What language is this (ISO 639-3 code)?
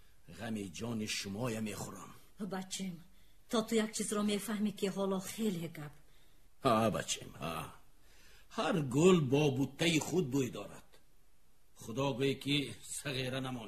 tgk